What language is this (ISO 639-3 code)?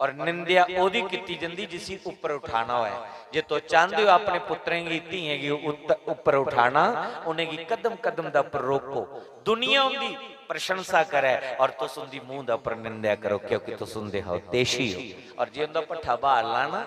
doi